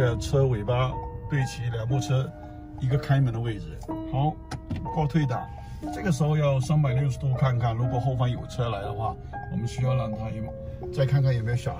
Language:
Chinese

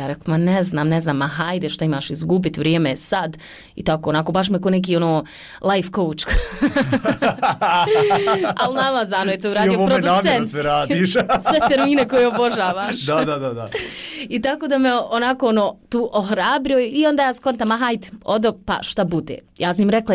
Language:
Bosnian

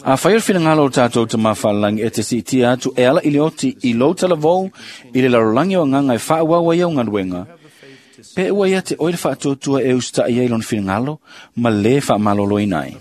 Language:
Samoan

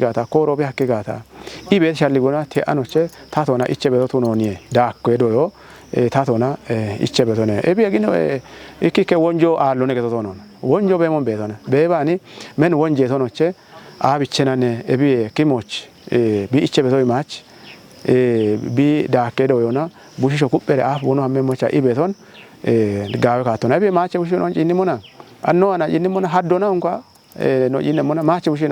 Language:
Kafa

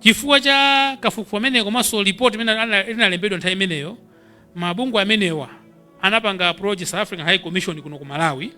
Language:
Nyanja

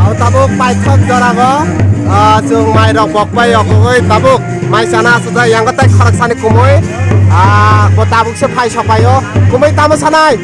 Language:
Kok Borok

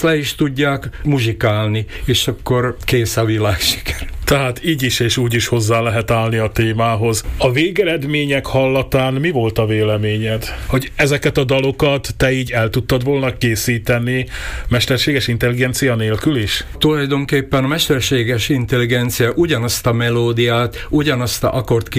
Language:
Hungarian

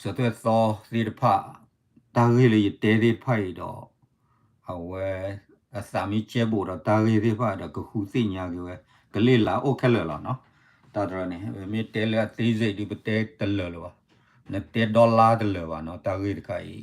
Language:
S'gaw Karen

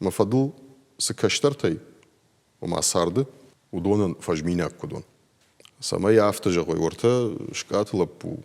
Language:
Ossetic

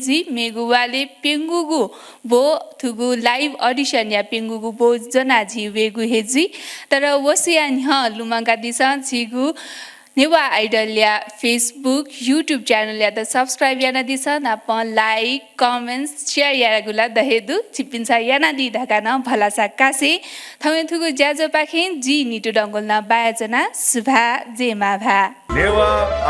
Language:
Newari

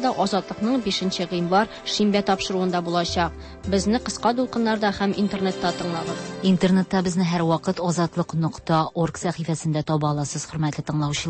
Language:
Tatar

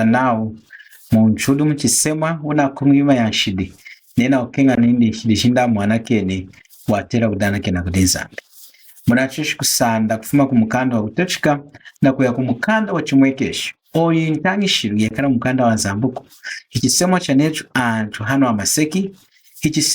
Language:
Lunda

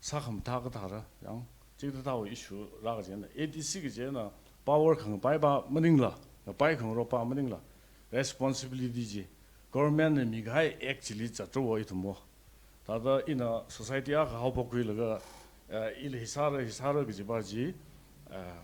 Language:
Tangkhul Naga (India)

